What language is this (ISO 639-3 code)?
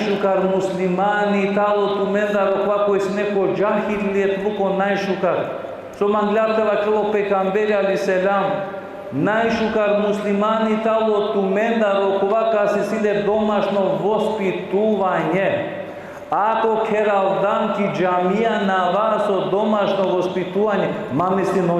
rmn